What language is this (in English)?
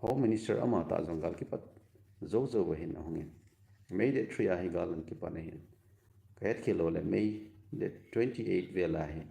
Thado Chin